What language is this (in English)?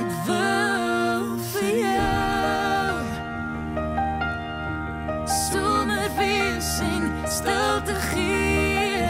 Afrikaans